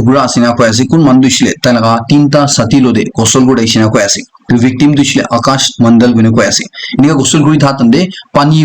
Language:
Naga Pidgin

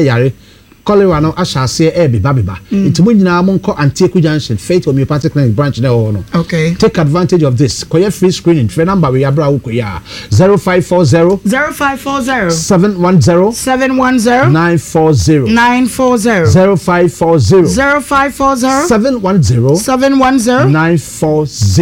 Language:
Akan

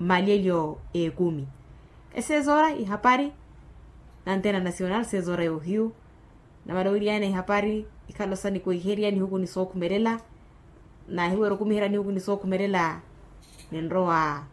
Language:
Makhuwa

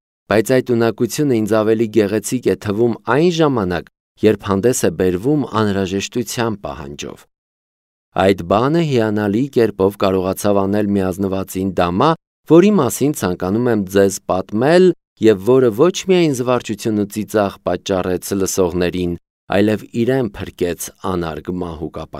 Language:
Armenian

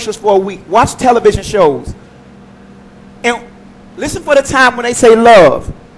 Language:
English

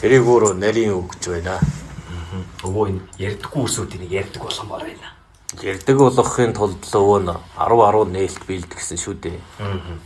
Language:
Mongolian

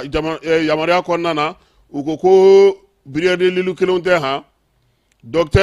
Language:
Bambara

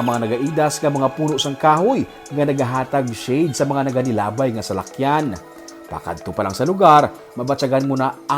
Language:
Hiligaynon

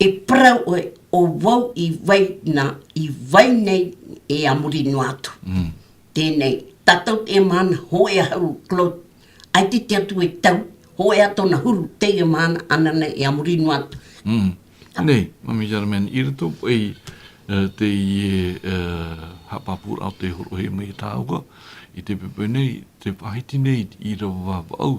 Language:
Tahitian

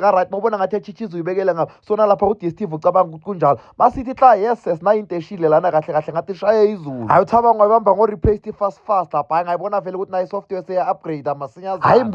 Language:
Zulu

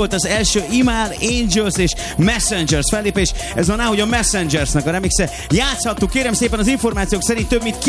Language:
Hungarian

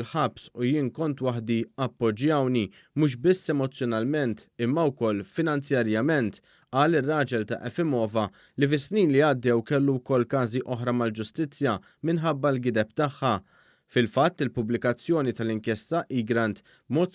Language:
Maltese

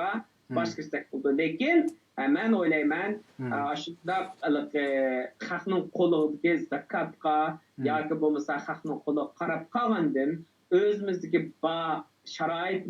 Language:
Uyghur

